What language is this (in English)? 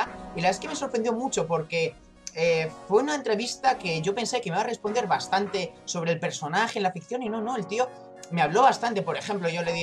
Spanish